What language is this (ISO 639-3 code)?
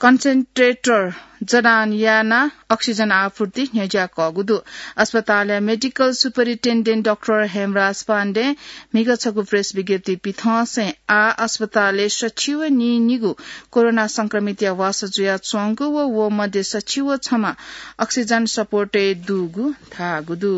new